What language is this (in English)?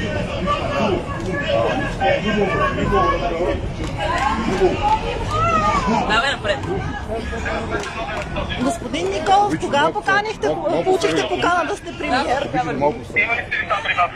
Bulgarian